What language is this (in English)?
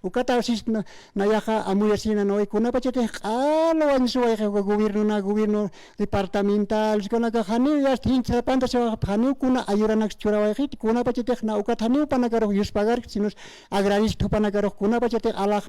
Aymara